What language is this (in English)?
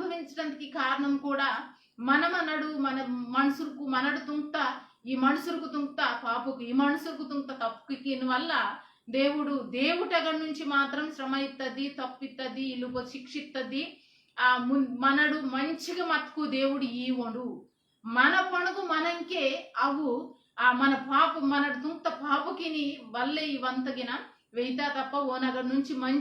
Koya